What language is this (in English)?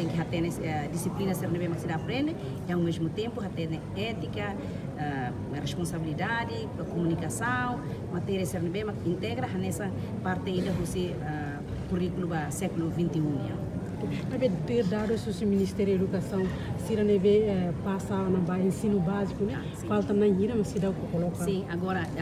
Tetum